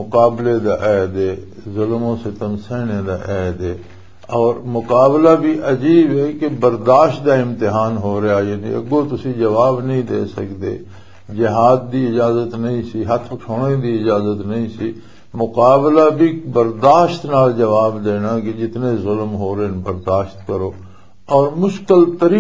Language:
Western Panjabi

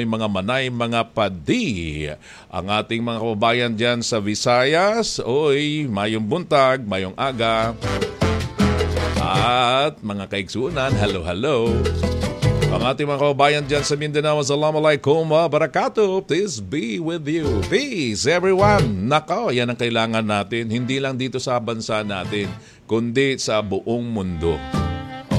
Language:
Filipino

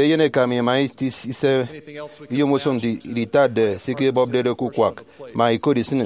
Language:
Efik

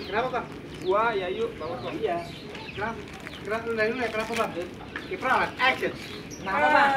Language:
Betawi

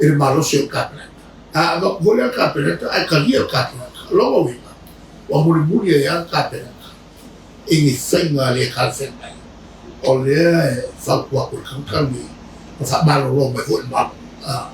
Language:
Samoan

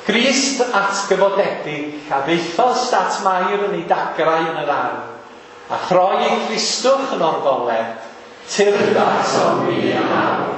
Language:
Welsh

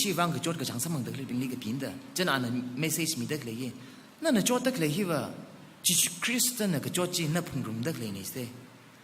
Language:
Tangkhul Naga (India)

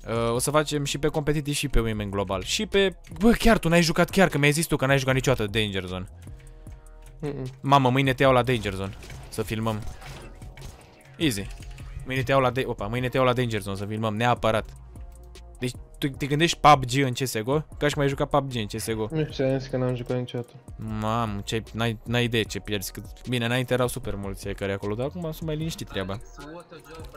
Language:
Romanian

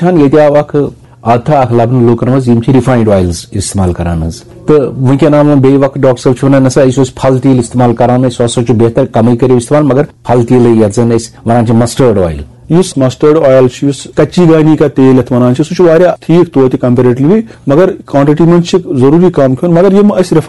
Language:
Kashmiri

